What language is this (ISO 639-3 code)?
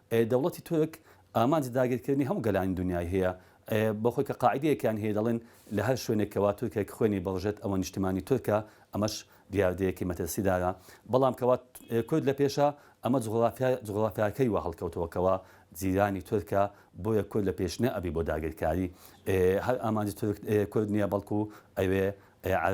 ckb